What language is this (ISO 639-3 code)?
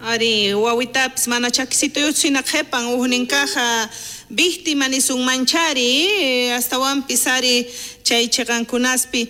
quh